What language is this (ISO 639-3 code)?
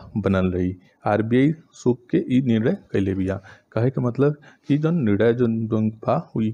bho